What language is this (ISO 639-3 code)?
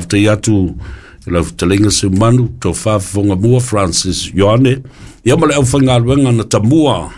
smo